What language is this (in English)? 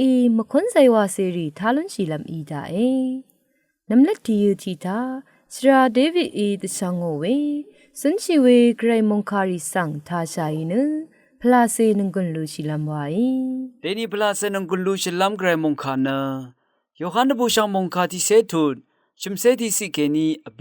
Rawang